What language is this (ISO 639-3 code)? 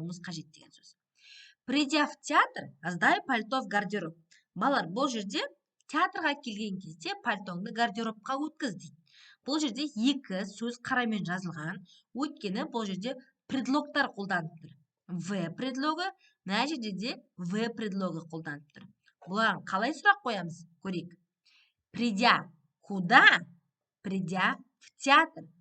kaz